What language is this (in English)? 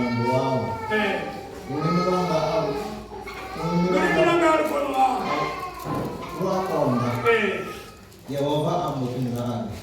Venda